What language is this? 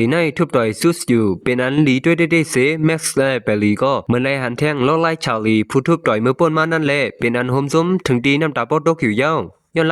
Shan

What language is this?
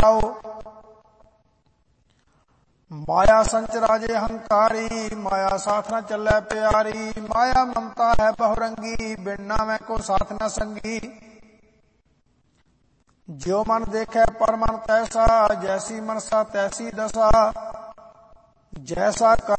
Punjabi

